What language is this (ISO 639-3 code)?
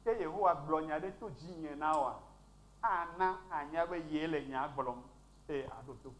ewe